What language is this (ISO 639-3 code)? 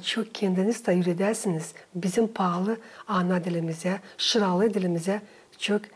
gag